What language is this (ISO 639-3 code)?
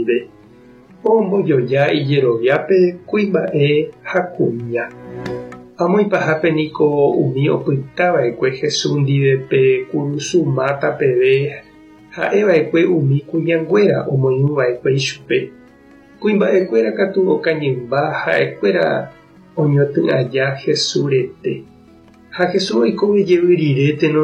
grn